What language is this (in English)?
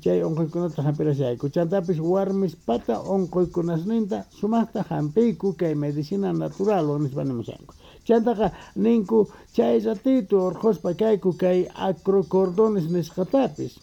Quechua